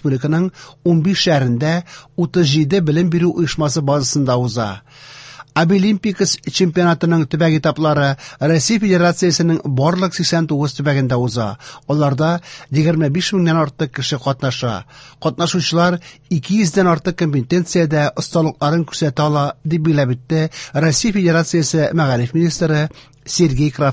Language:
Tatar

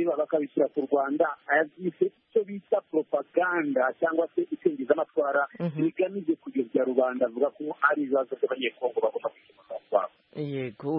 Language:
Kinyarwanda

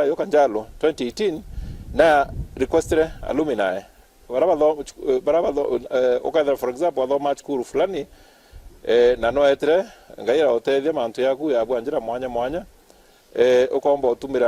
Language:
Meru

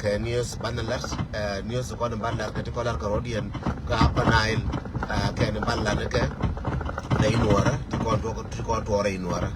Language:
Nuer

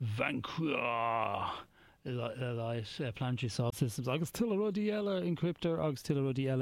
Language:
Irish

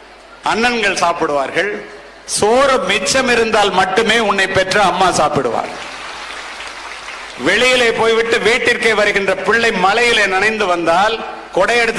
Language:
Tamil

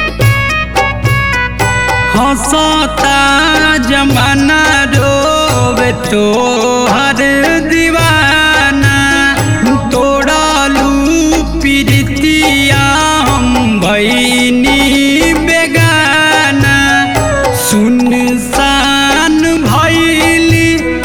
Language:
Bhojpuri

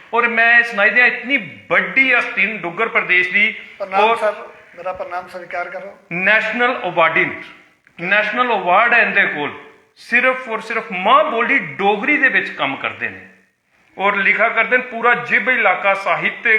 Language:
Dogri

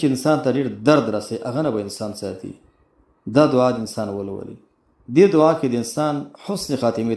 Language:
Pashto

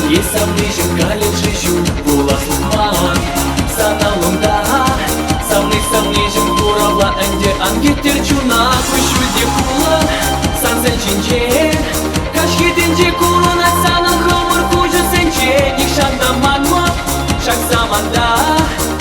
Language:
Chuvash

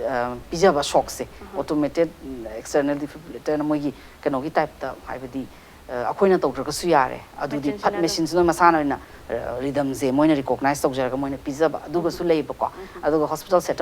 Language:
Manipuri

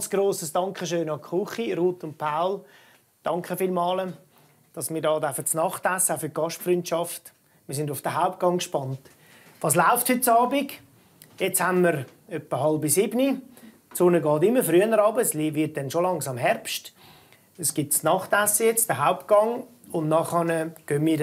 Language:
Swiss German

